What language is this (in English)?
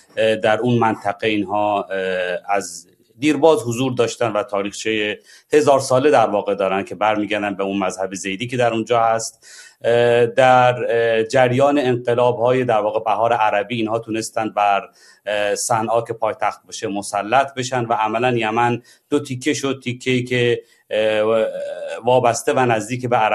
Persian